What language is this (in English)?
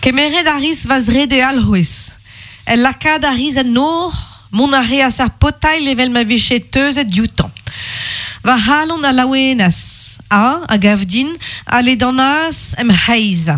Breton